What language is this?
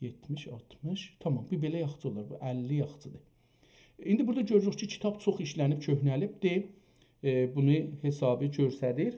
South Azerbaijani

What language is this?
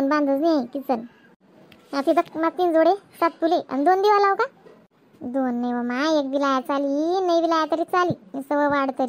Khandesi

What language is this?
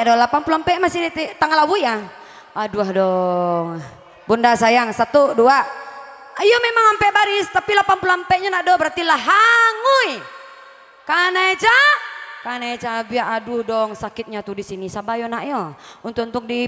Minangkabau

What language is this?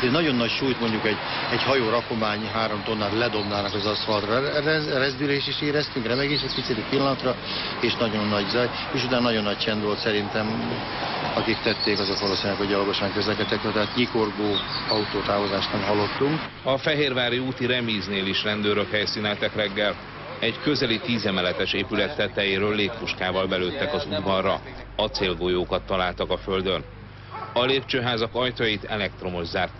Hungarian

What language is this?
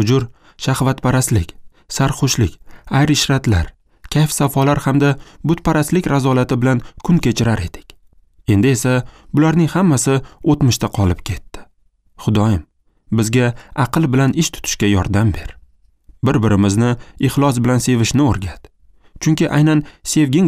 Uzbek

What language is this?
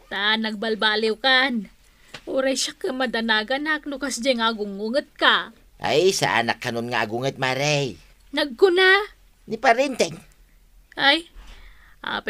Iloko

